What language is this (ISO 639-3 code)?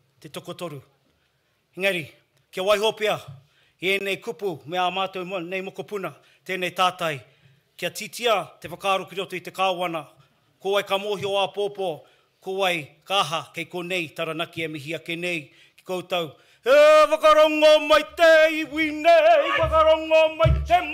mri